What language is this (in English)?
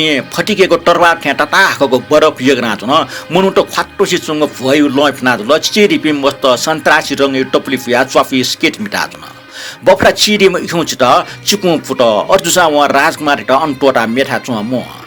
Newari